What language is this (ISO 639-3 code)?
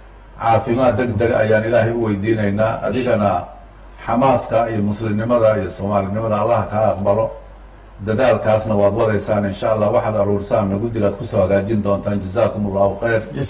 som